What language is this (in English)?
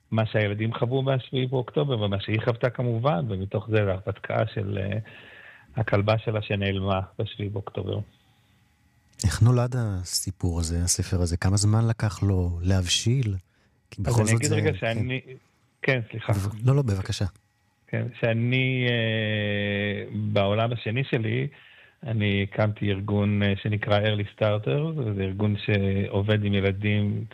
Hebrew